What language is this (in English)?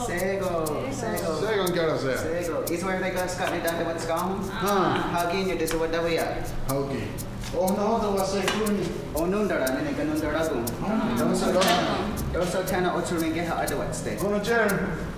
Mohawk